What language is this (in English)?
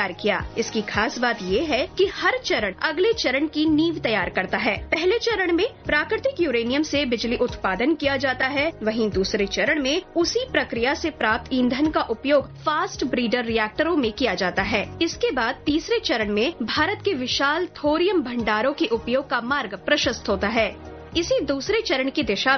Hindi